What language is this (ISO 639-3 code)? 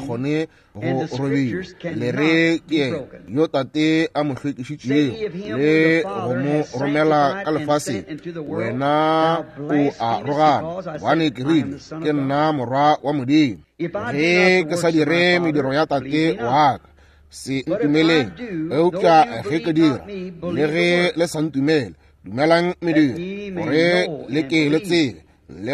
nso